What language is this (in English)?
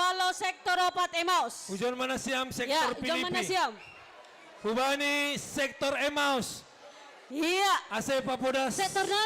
Batak Simalungun